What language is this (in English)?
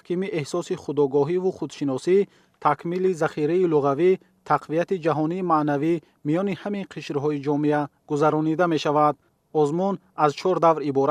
Tajik